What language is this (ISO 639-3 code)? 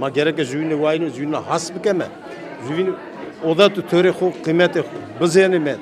zza